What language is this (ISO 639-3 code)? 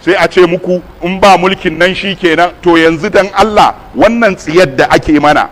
hau